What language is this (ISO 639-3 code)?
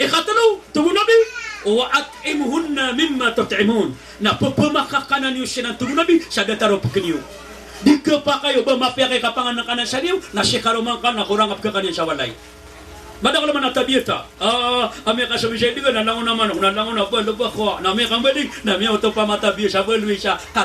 mrw